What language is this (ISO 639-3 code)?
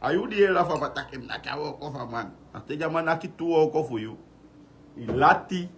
srn